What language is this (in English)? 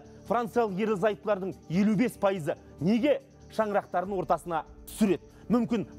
Kazakh